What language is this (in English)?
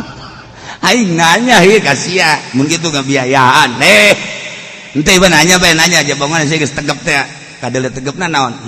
Sundanese